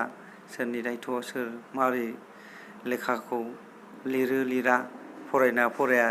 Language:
Bodo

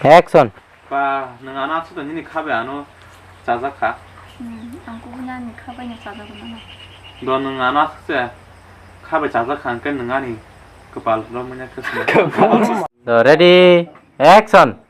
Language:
Kok Borok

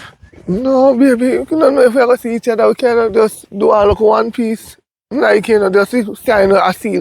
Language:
Jamaican Creole English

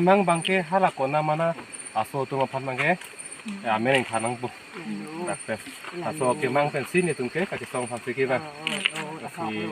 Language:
Karbi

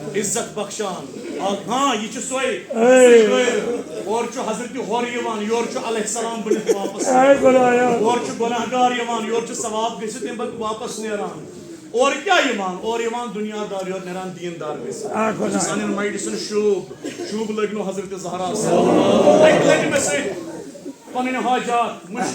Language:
Kashmiri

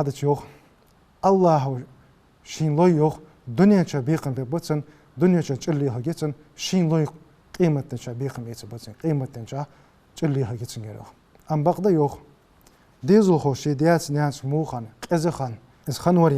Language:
Ingush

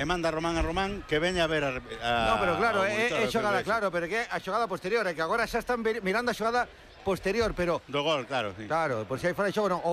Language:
Galician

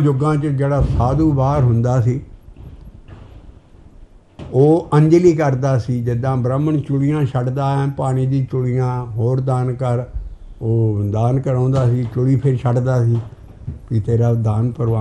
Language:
Punjabi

